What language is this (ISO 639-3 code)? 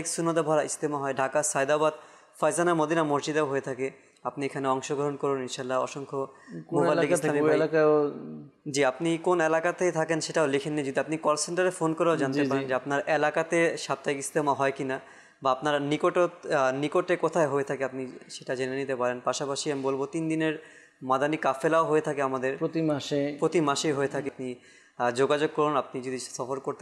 ben